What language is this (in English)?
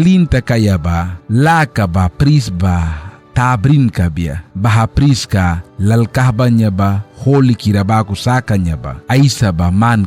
Mískito